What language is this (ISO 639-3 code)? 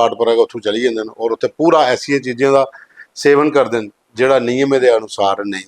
doi